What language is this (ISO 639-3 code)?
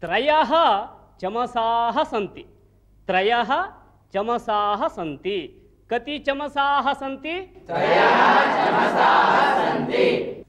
san